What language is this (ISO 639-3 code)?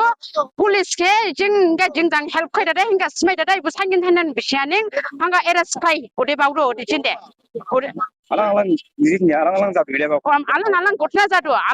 dis